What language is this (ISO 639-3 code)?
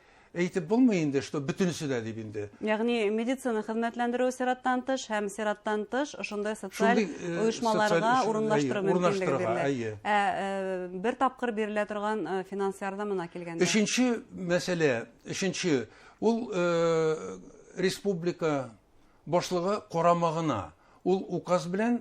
bak